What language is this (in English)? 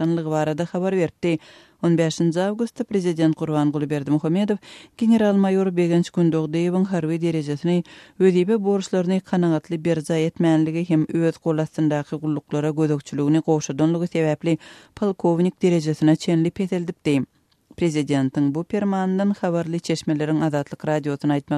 Turkmen